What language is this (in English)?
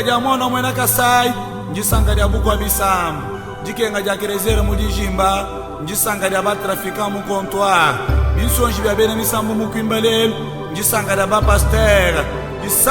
Luba-Lulua